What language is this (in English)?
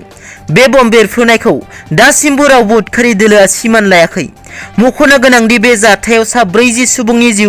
Bodo